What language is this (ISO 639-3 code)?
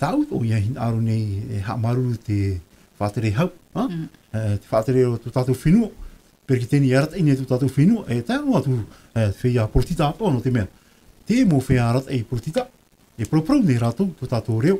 tah